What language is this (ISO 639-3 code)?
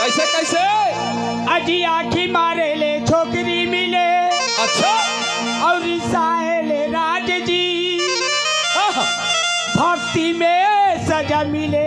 hne